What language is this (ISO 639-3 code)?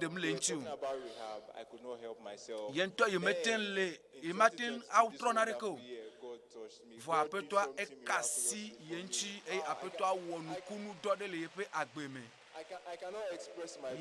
ewe